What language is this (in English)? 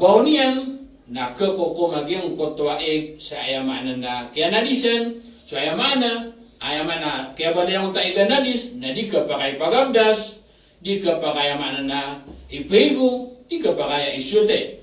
Maranao